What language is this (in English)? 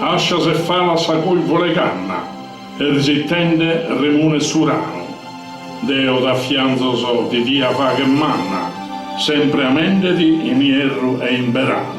Sardinian